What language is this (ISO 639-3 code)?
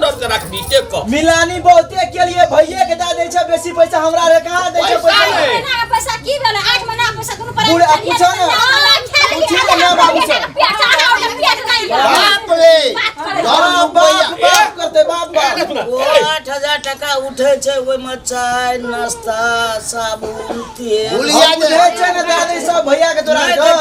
mai